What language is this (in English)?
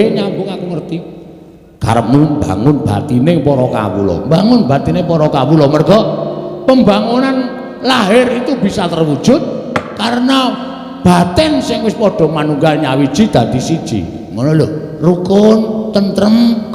Javanese